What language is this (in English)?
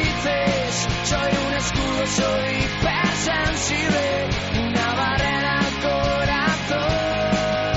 Basque